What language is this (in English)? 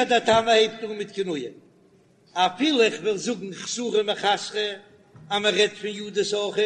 Yiddish